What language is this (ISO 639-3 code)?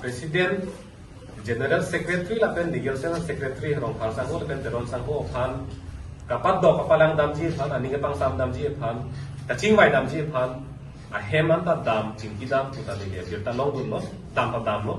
mjw